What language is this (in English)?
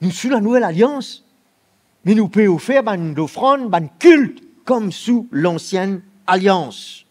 Morisyen